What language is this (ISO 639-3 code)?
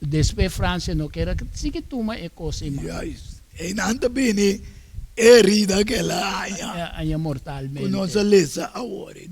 pap